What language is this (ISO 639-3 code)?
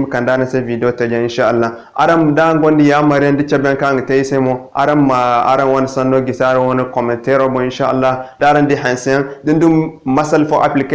dje